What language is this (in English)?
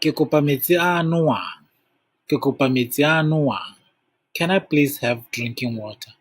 Tswana